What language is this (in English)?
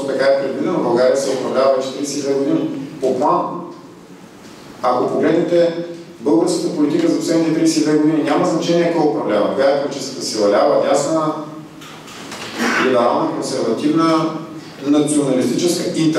Bulgarian